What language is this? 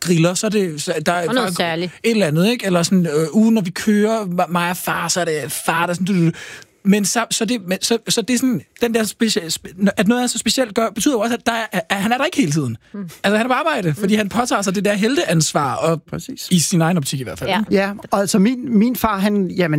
Danish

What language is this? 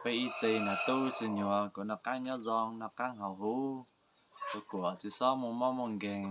Hmong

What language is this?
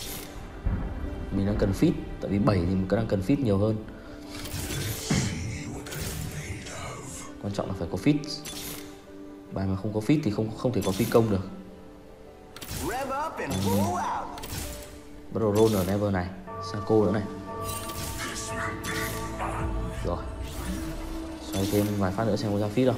Vietnamese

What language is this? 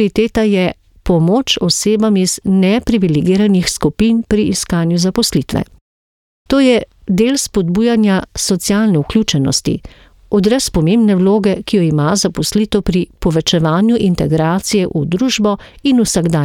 Slovenian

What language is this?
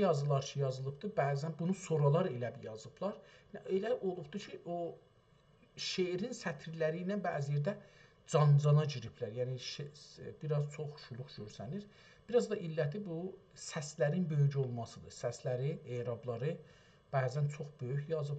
South Azerbaijani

